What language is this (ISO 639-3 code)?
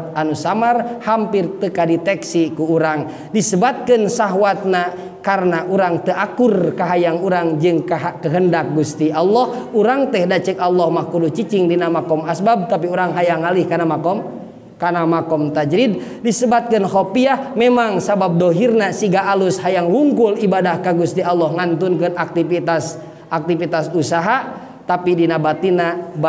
sun